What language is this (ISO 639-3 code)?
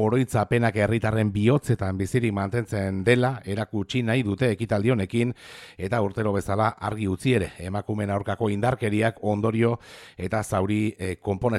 eus